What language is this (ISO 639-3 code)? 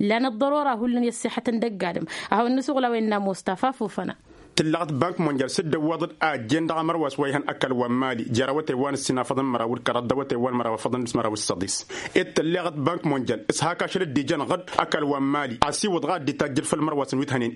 taq